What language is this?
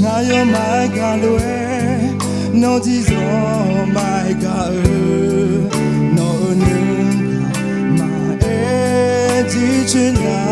Akha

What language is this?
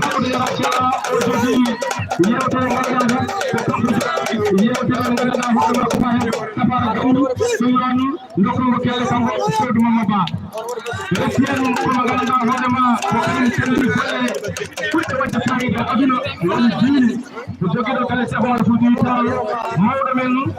Fula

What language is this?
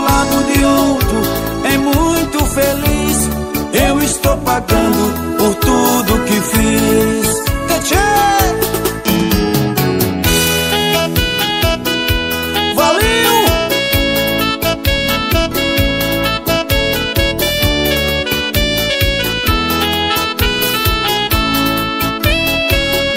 Portuguese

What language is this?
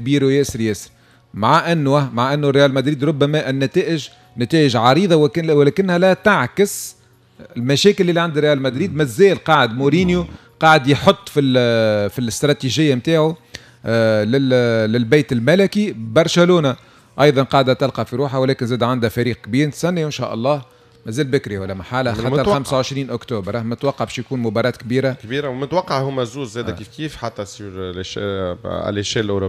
Tunisian Arabic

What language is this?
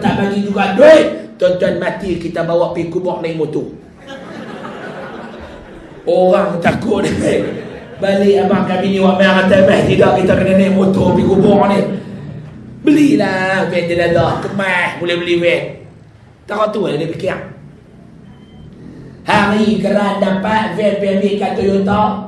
Malay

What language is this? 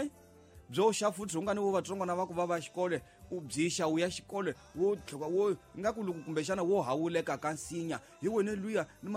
Tsonga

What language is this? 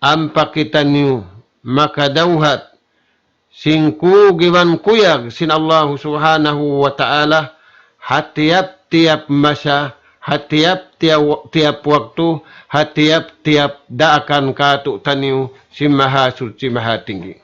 Tausug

